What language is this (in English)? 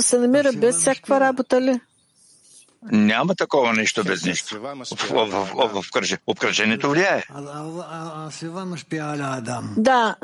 Bulgarian